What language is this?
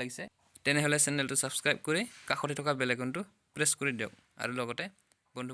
Assamese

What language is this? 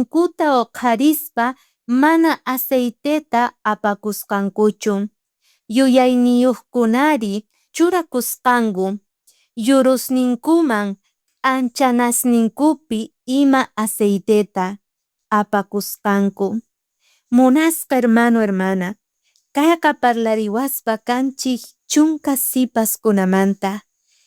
South Bolivian Quechua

